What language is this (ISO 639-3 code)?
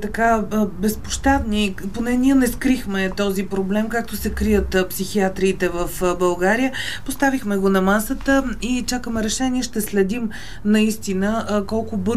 bul